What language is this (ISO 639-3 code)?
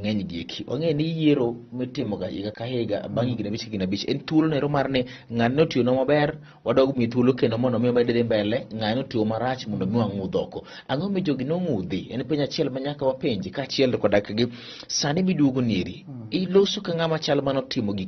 luo